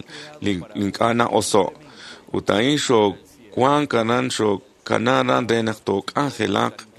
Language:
Kekchí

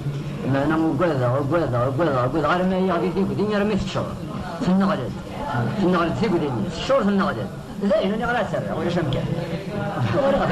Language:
Kabyle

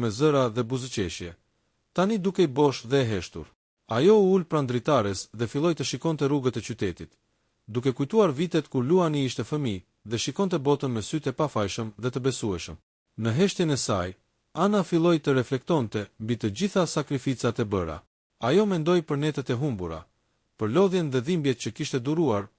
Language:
Albanian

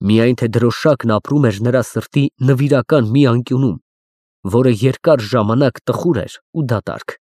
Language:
Armenian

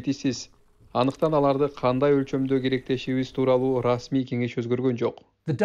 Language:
Kyrgyz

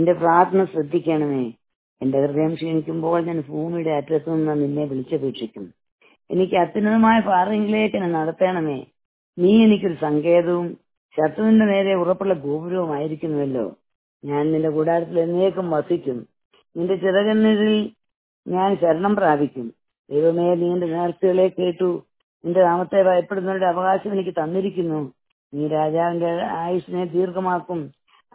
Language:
Malayalam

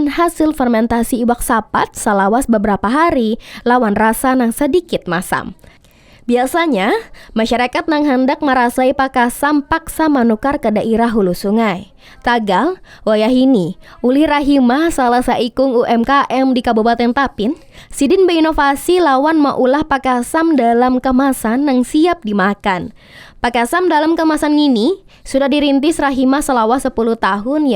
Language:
Banjar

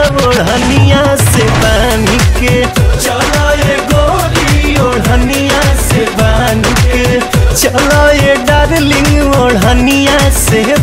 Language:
Bhojpuri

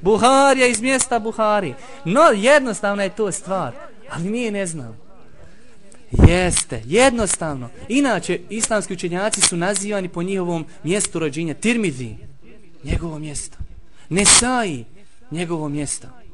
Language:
Bosnian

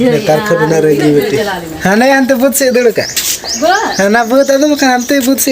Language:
Santali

